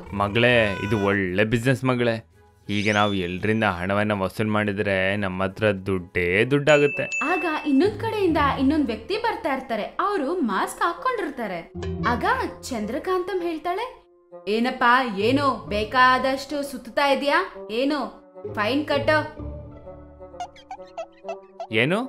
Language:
Kannada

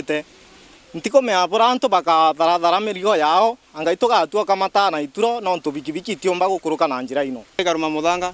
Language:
Meru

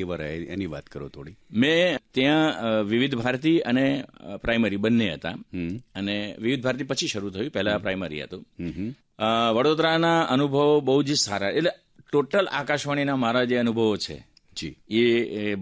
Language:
Gujarati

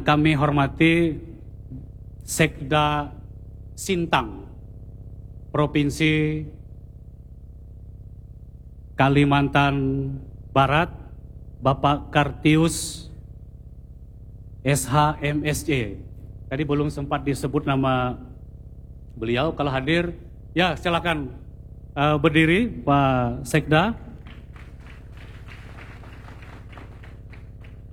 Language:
Indonesian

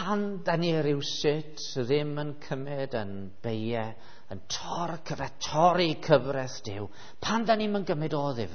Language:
Welsh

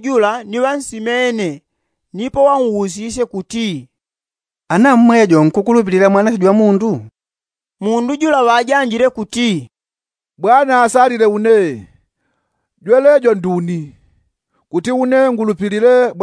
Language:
Yao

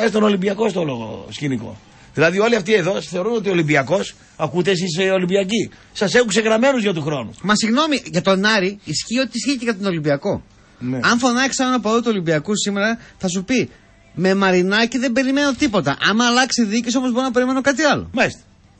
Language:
Greek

